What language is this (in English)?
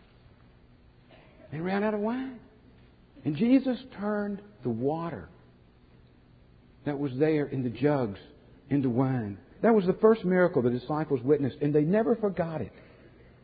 English